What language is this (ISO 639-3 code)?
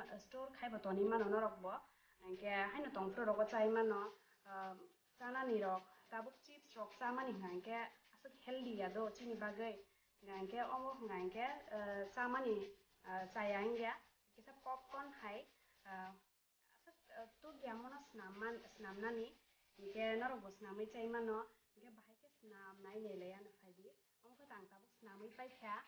trp